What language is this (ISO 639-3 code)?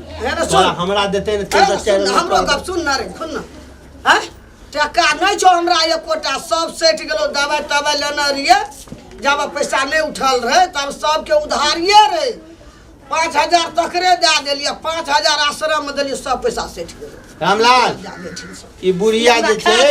mai